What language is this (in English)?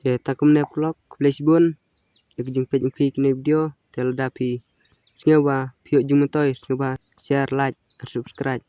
Khasi